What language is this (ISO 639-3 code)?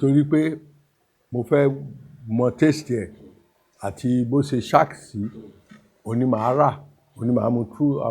yor